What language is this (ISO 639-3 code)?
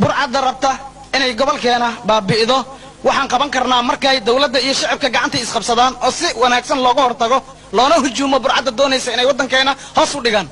som